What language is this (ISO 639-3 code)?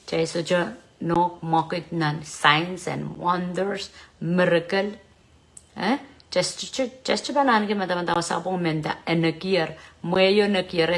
pon